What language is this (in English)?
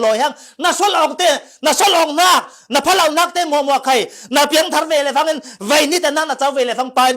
Falam Chin